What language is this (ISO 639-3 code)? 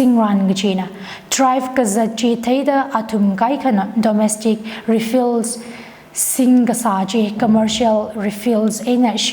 nmf